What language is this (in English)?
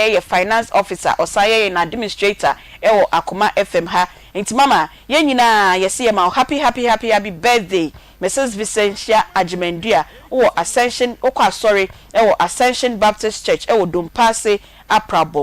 Akan